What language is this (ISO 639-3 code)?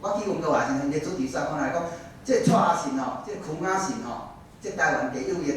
nan